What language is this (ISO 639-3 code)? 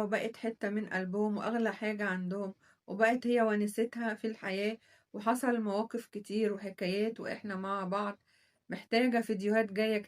arz